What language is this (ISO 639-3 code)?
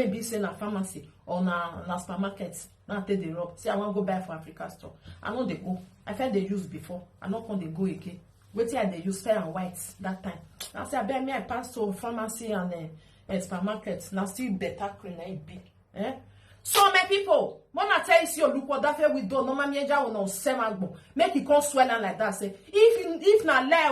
pcm